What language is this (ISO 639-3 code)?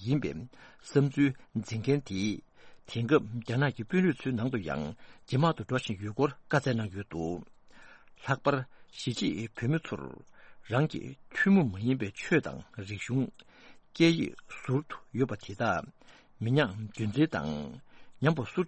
bod